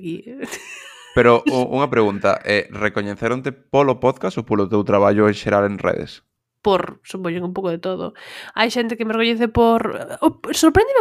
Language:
Galician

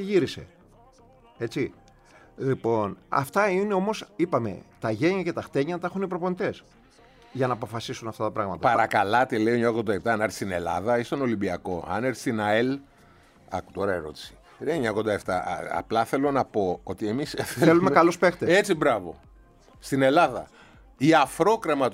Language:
Greek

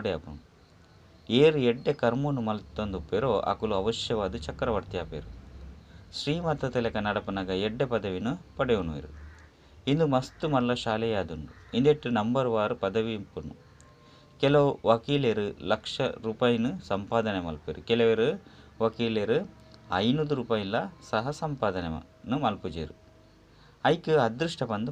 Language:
Tulu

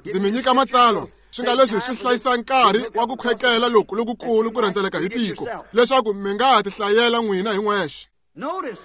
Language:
Tsonga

